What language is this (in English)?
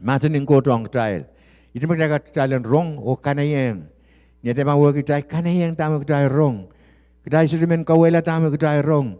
Pohnpeian